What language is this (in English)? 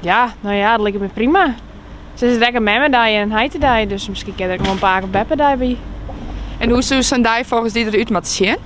Western Frisian